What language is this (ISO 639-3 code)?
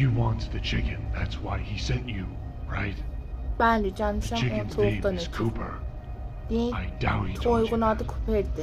azb